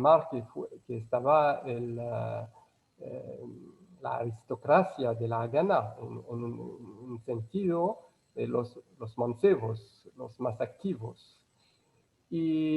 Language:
Ladino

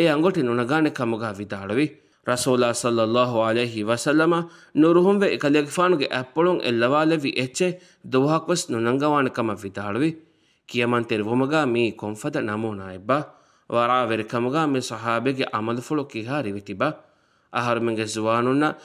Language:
Divehi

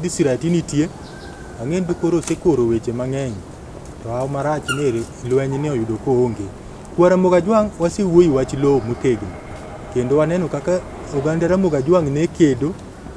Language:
Luo (Kenya and Tanzania)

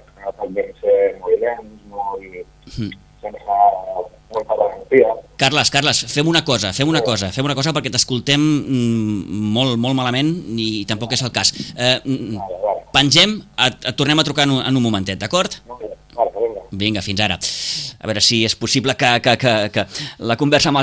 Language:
Catalan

